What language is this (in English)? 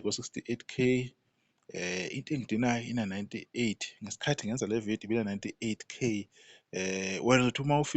Zulu